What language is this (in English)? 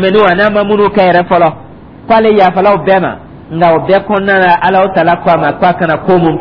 Dyula